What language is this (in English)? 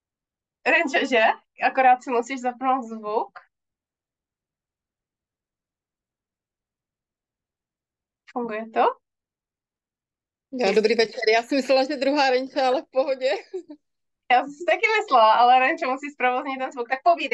Czech